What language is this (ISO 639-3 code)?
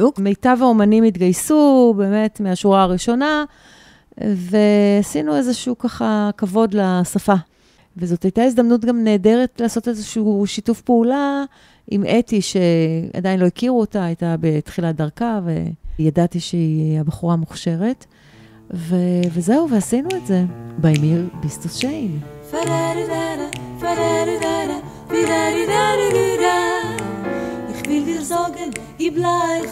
heb